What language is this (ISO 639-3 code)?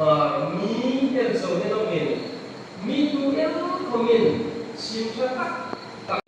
hmr